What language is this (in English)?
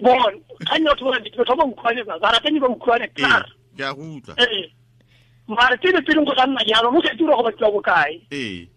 Tswana